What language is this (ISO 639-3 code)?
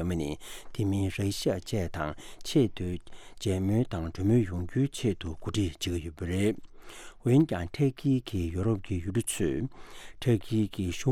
bod